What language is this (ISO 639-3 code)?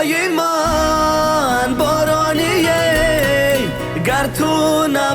tgk